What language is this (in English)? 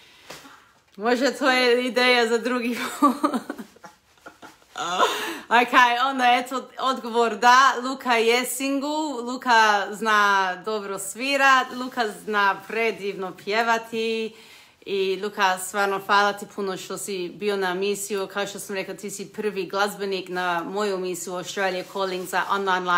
Croatian